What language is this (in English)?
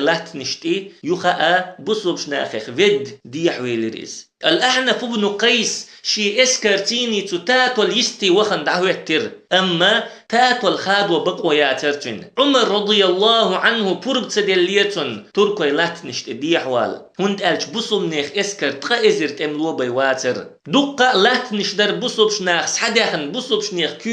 Chechen